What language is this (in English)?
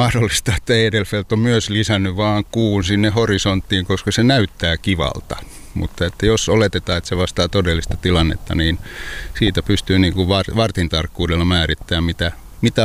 Finnish